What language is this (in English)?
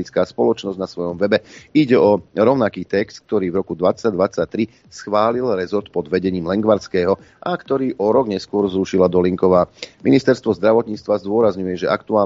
Slovak